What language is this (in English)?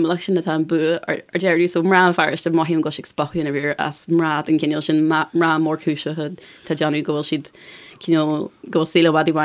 Irish